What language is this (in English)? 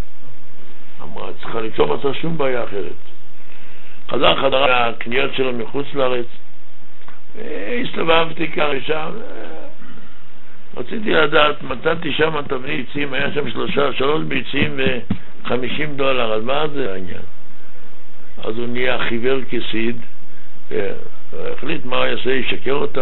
Hebrew